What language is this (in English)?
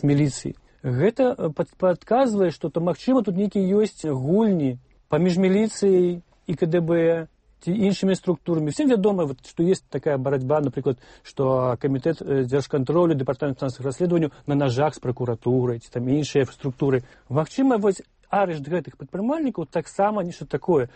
Belarusian